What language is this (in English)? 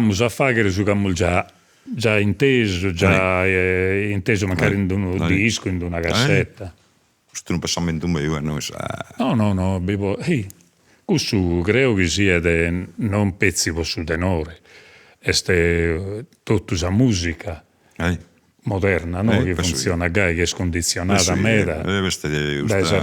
Sardinian